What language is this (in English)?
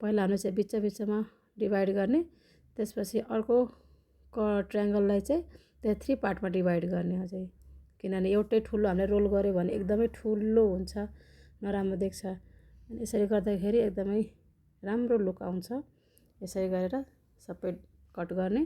Nepali